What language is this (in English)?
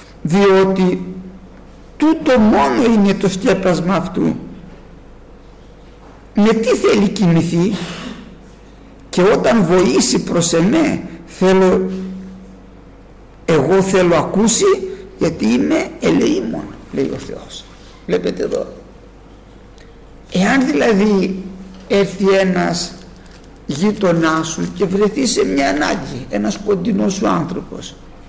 Greek